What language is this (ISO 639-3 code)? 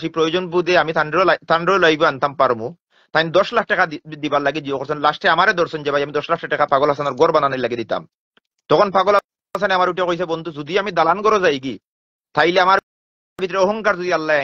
syl